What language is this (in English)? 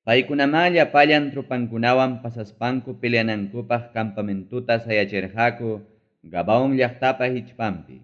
Ayacucho Quechua